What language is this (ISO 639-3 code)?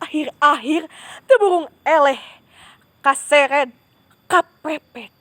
sun